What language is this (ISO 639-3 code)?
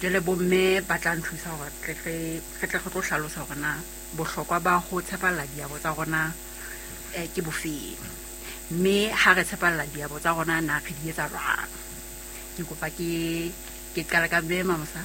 sot